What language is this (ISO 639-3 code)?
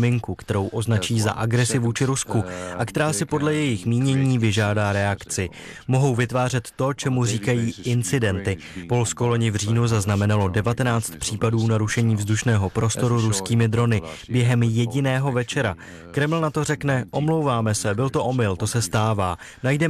ces